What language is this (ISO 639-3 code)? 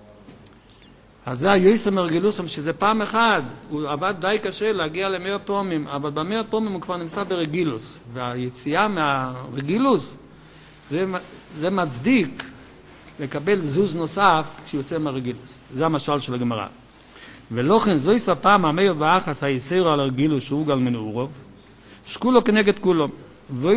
heb